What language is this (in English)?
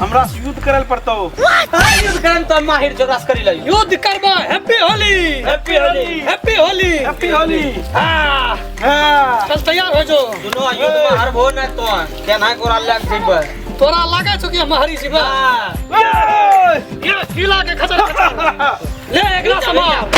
Maithili